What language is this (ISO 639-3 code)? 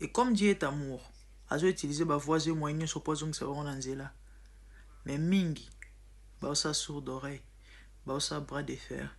lin